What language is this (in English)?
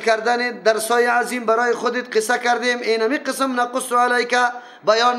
Persian